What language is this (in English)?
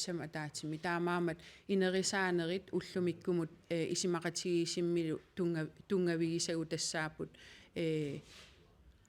Kalaallisut